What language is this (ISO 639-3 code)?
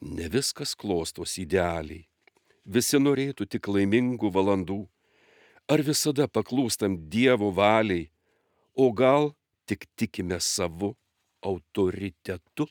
lit